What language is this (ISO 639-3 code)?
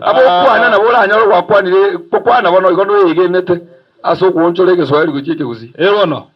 guz